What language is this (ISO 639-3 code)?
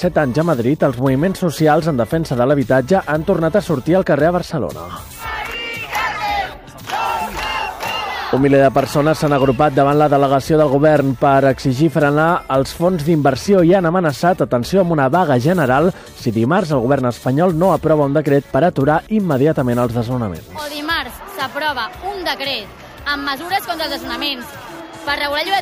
cat